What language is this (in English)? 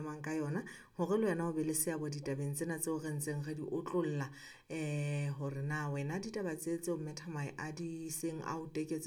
Southern Sotho